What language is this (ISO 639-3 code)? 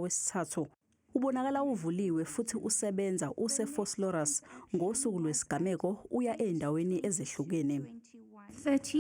zul